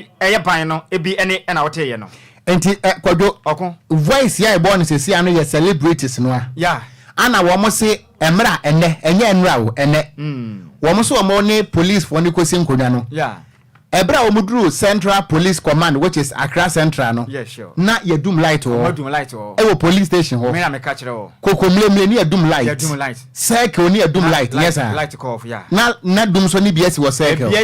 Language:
Akan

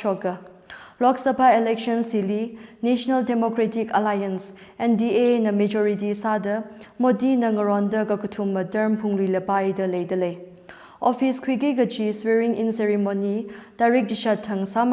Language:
Tangkhul Naga (India)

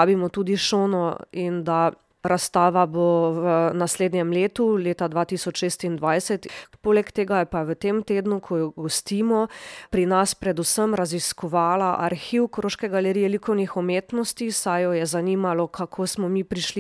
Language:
Slovenian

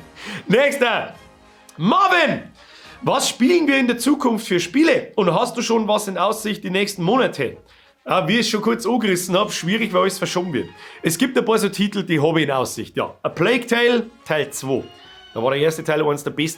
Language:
Bavarian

